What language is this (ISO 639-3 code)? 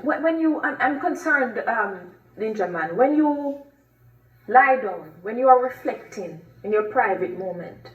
jam